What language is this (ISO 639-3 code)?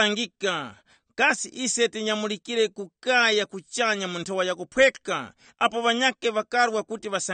tum